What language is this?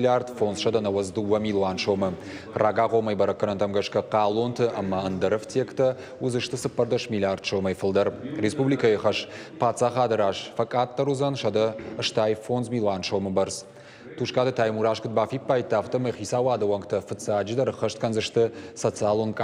Ossetic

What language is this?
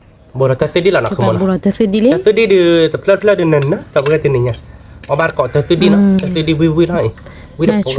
S'gaw Karen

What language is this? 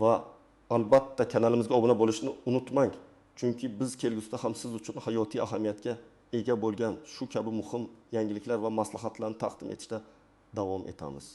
Uzbek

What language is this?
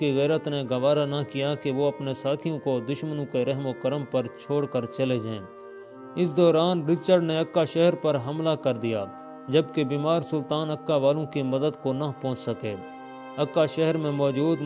Urdu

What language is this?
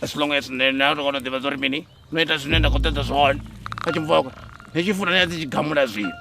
Venda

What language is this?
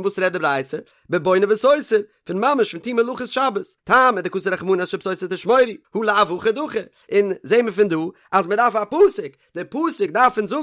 Yiddish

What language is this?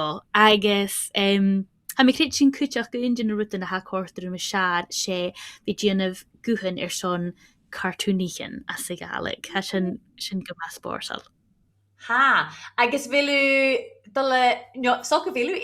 Scottish Gaelic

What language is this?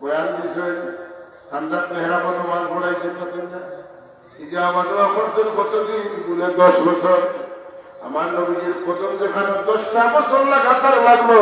Sylheti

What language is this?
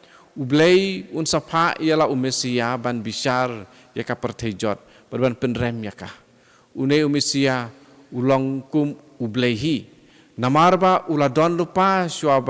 Khasi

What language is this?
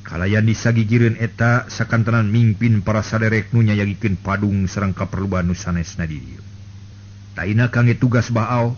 Sundanese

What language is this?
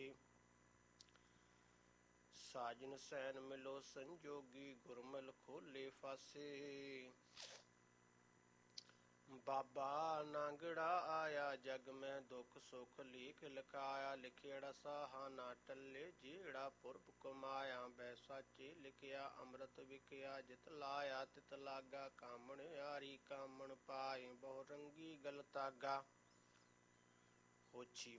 Punjabi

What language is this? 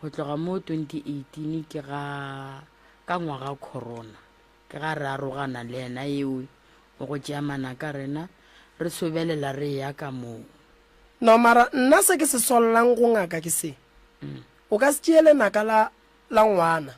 Northern Sotho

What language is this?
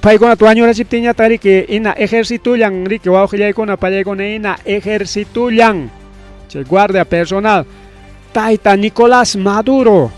Ayacucho Quechua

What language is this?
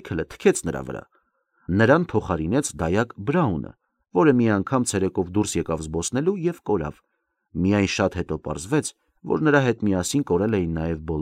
Armenian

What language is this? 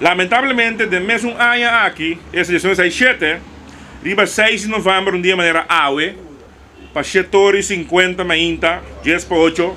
Papiamento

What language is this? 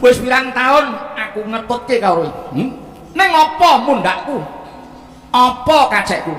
Javanese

